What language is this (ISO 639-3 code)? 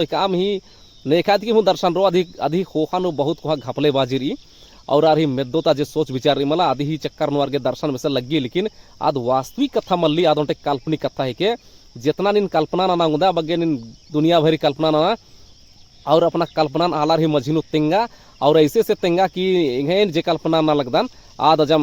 kru